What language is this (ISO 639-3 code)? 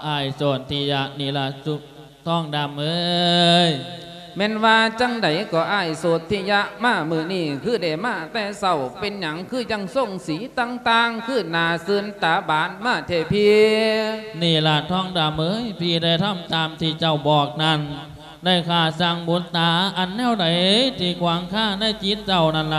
lao